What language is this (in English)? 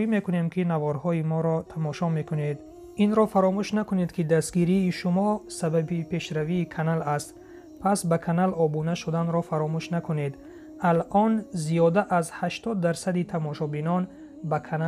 Tajik